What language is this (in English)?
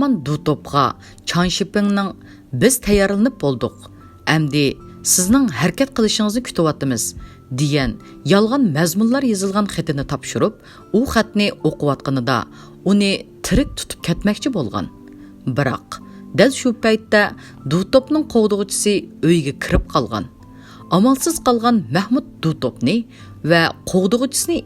Uyghur